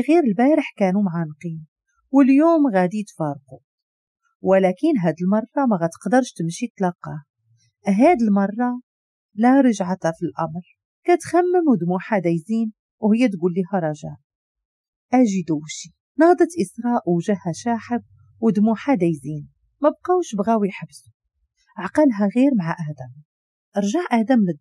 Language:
Moroccan Arabic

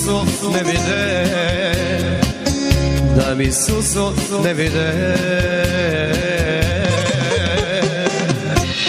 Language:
Serbian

